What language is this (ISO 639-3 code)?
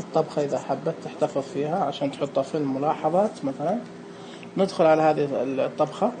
ars